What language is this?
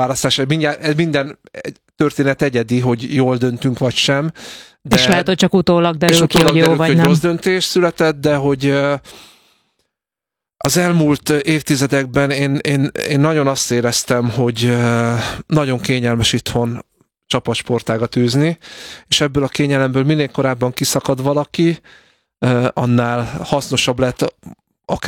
Hungarian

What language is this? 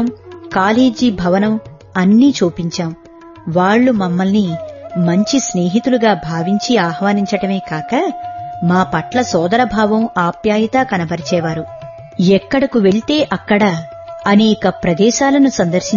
Telugu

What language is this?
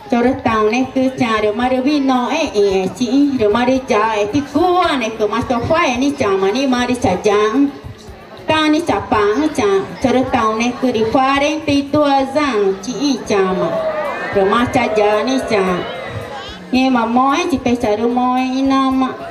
Ticuna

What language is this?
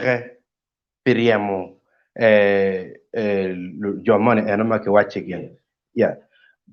Acoli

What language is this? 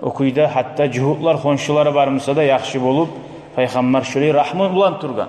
Kumyk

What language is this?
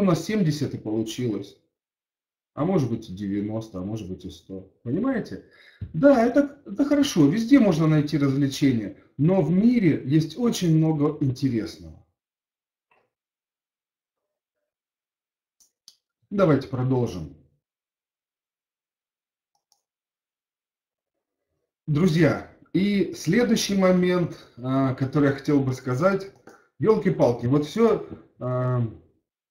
Russian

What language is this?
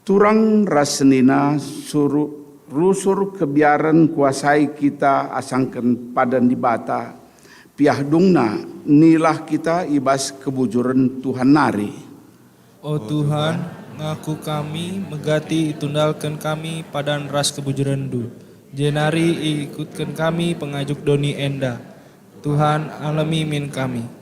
Batak Karo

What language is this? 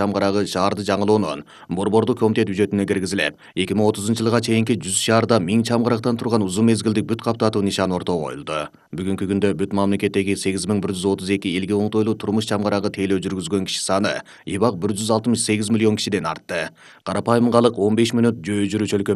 Kyrgyz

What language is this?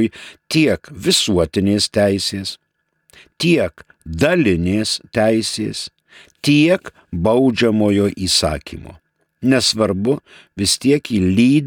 Lithuanian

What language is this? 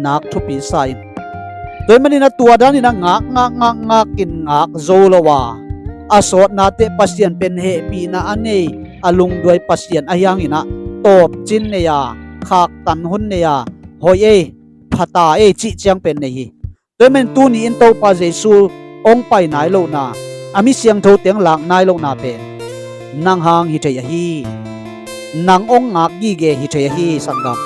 Tedim Chin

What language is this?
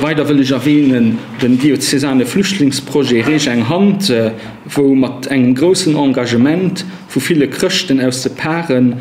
Luxembourgish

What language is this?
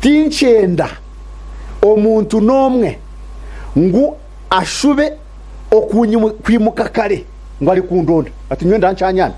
Nyankole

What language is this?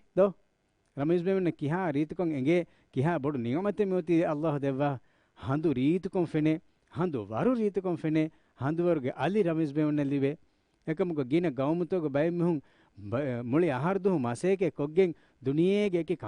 Divehi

